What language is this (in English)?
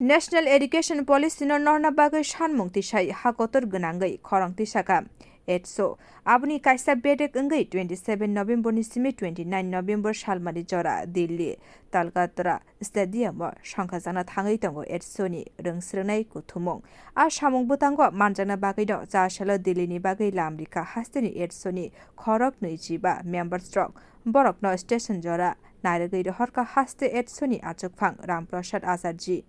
Kok Borok